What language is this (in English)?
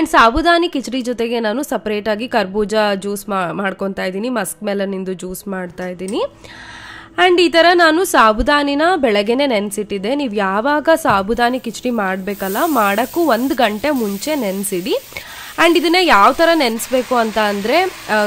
Kannada